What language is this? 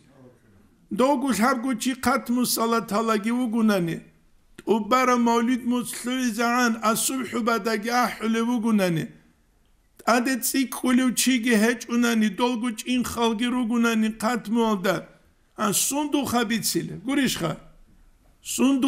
Avaric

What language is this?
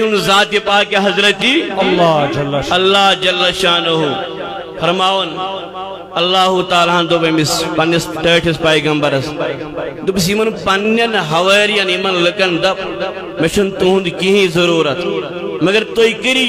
Kashmiri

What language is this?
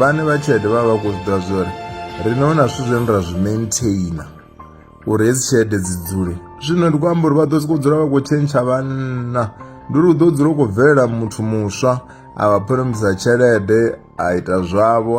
Venda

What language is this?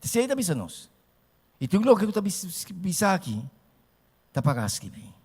Papiamento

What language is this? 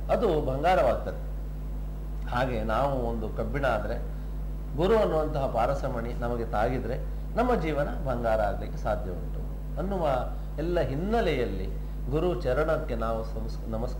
Kannada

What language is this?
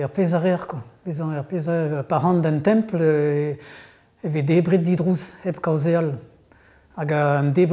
Breton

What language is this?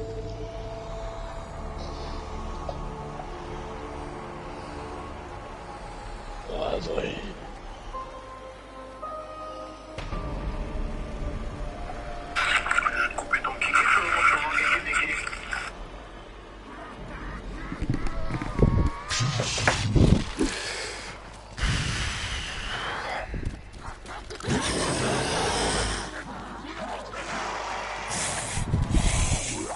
French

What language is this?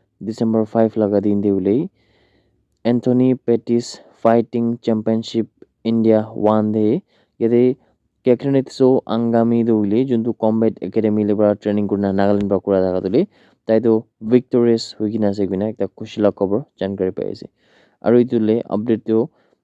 Naga Pidgin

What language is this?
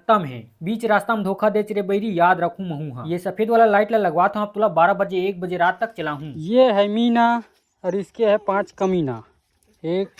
Chhattisgarhi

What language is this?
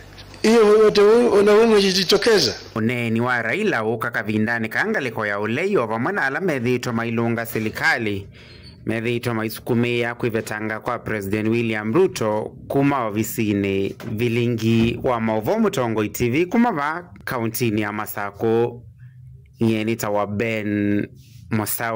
Kamba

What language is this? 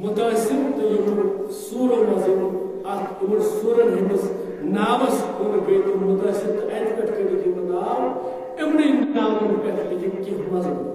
Kashmiri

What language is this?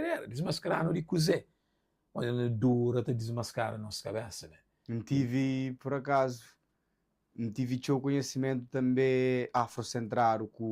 Kabuverdianu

